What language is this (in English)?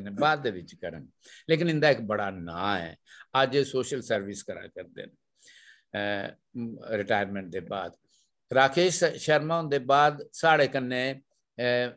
Dogri